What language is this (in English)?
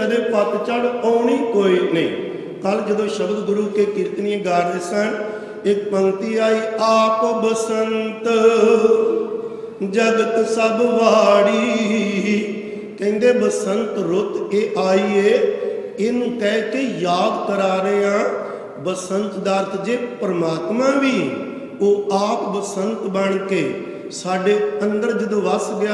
Punjabi